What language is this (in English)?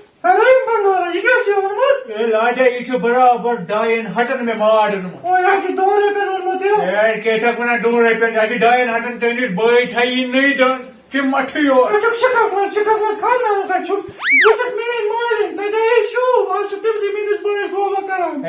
Kashmiri